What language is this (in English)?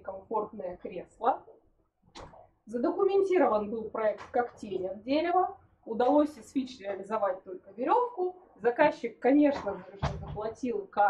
Russian